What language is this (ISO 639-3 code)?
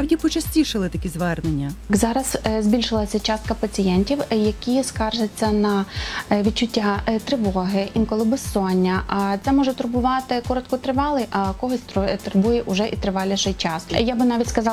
ukr